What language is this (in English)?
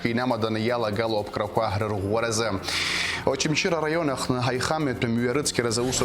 Abkhazian